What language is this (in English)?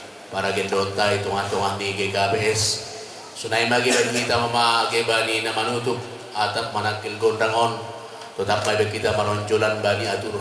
Batak Simalungun